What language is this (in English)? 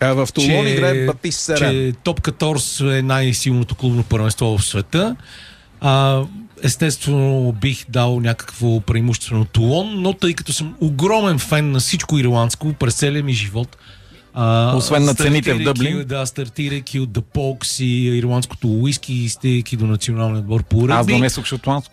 Bulgarian